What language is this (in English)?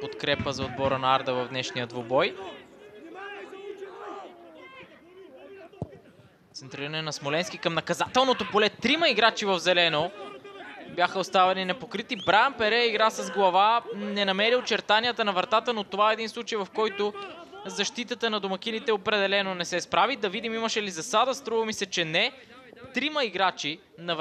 Bulgarian